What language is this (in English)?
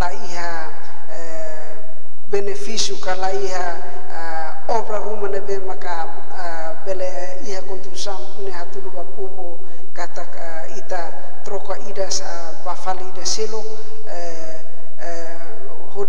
Tetum